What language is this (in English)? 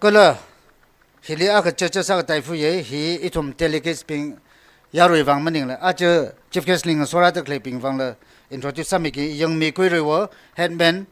Tangkhul Naga (India)